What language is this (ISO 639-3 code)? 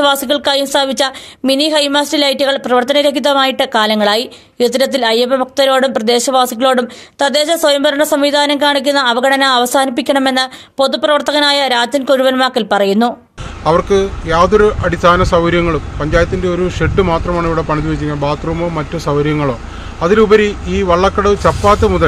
mal